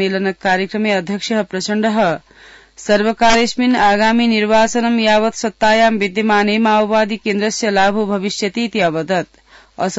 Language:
Sanskrit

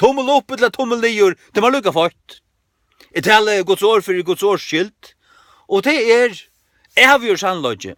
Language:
Faroese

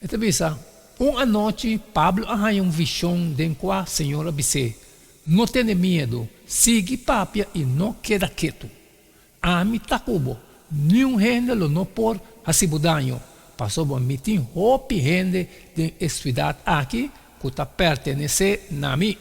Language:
Papiamento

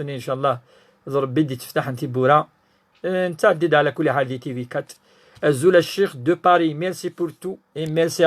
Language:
Kabyle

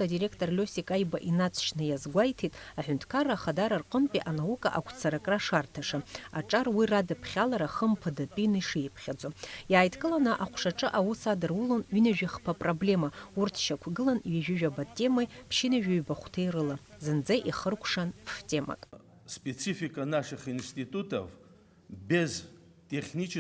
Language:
Abkhazian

